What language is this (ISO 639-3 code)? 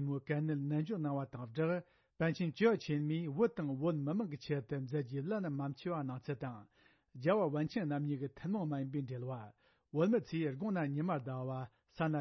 bod